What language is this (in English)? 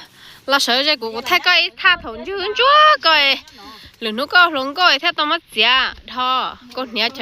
Hmong